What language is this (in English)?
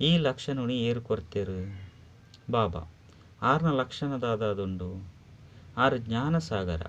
Tulu